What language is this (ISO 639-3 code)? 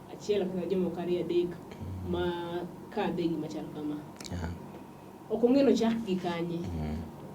luo